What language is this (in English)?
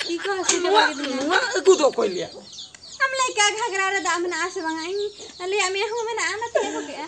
Santali